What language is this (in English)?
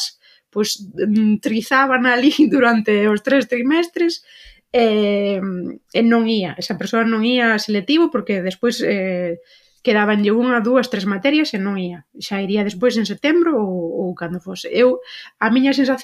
Galician